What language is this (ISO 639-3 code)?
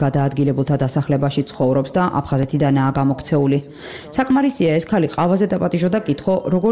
kat